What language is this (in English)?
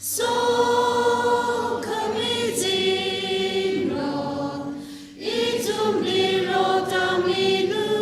Tangkhul Naga (India)